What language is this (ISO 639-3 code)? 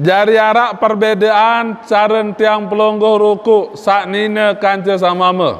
sas